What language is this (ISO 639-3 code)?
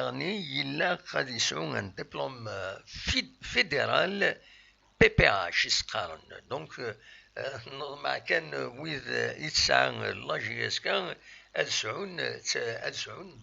kab